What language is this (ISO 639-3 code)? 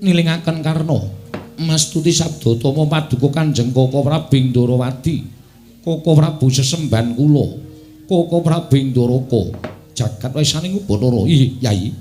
jav